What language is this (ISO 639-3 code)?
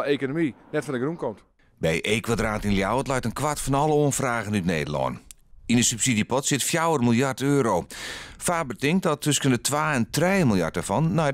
fry